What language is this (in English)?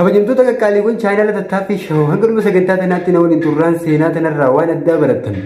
Oromo